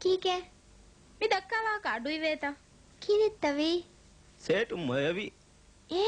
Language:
Divehi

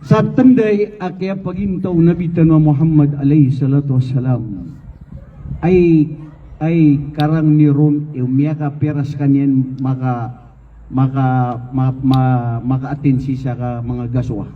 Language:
Maranao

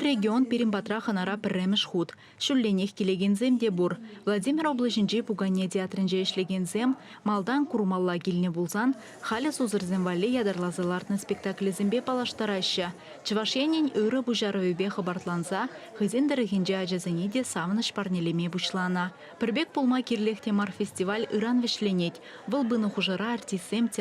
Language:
Chuvash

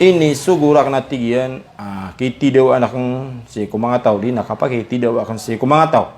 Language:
Maranao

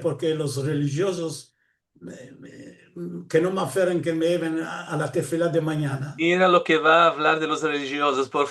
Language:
Ladino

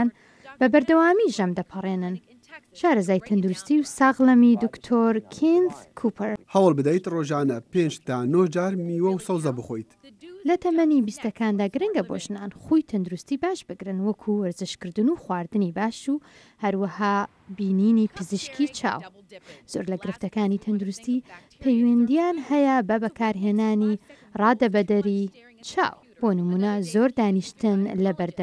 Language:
Central Kurdish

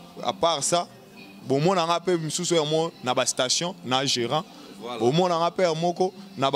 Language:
Lingala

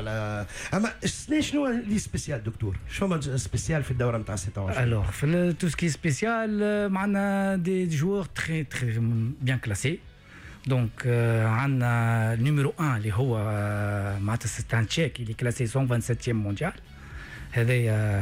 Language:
Tunisian Arabic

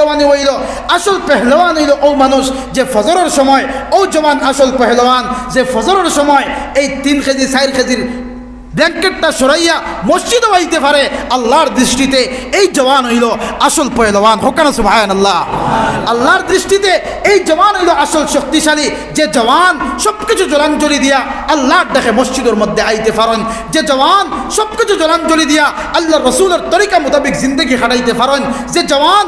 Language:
Sylheti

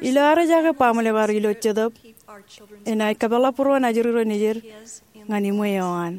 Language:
Marshallese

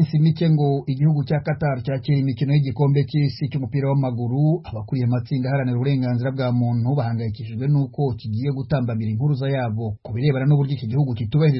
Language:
Kinyarwanda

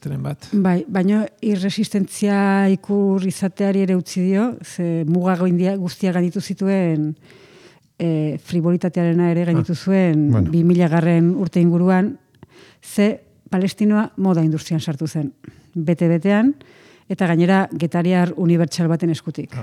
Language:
Basque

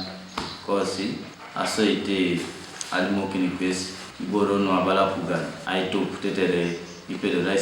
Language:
Teso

